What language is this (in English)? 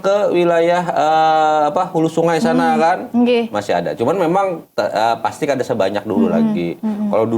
Banjar